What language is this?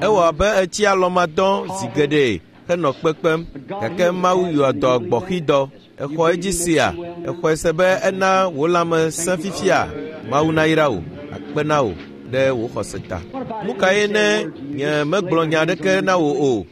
Ewe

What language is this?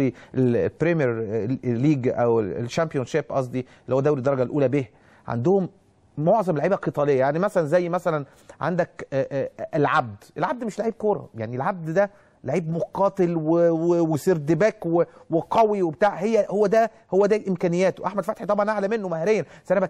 Egyptian Arabic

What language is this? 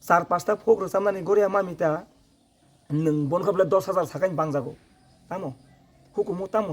Kok Borok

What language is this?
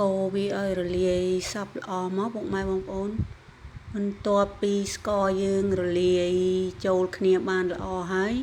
Khmer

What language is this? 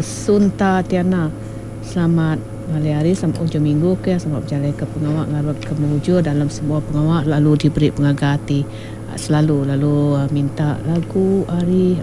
Iban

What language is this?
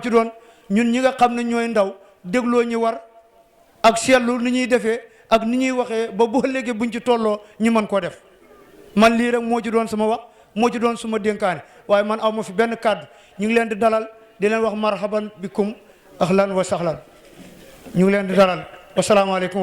Wolof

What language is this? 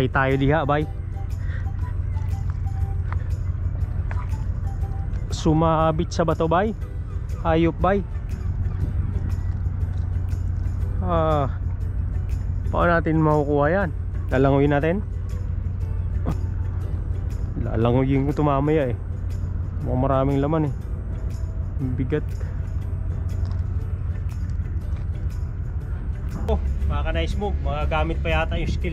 Filipino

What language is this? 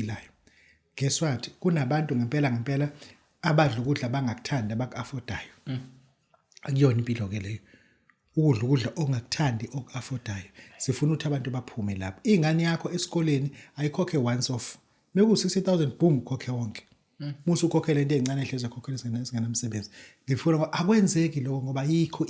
Zulu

